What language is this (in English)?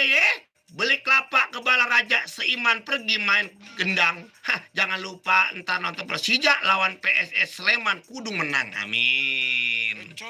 Betawi